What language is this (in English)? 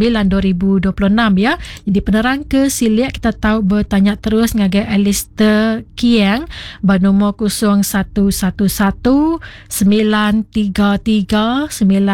Iban